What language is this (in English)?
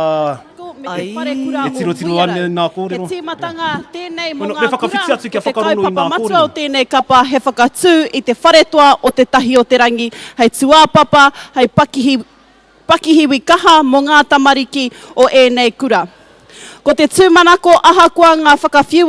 Māori